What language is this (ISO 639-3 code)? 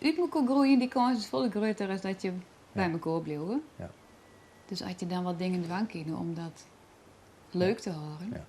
fry